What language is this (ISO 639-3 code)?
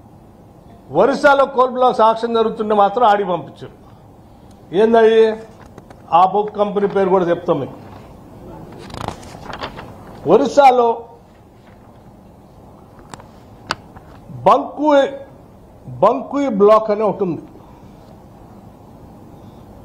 tel